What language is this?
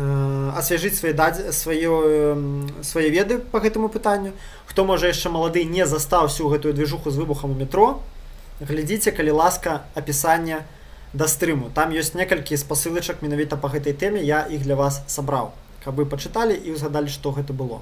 Belarusian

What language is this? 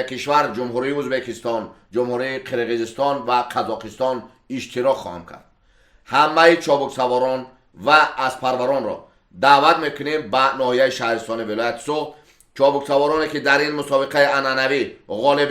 Tajik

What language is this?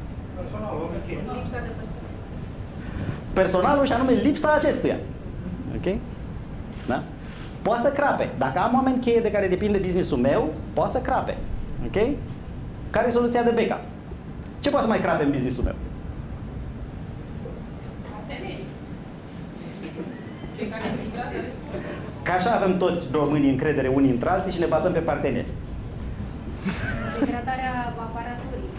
Romanian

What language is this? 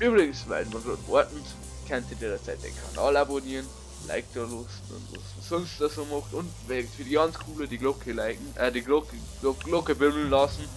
Bavarian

